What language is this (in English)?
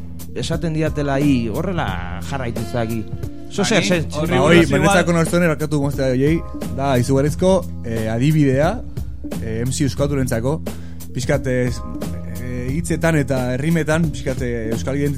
Basque